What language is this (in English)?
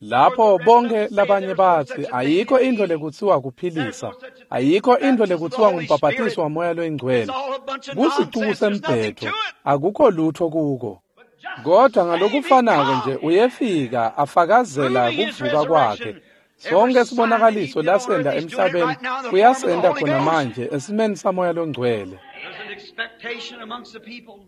Swati